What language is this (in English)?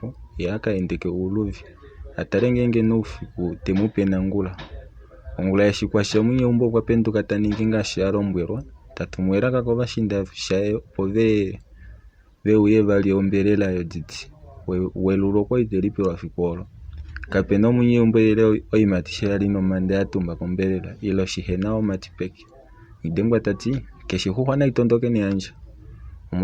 Kuanyama